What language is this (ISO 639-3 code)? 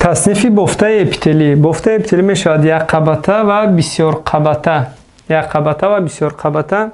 tgk